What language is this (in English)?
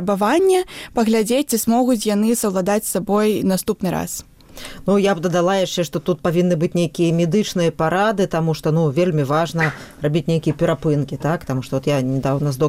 Belarusian